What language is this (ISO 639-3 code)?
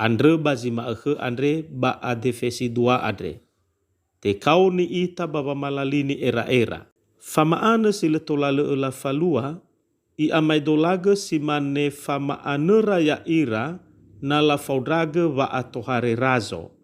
nia